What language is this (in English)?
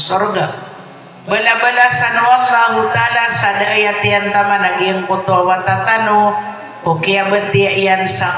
Maranao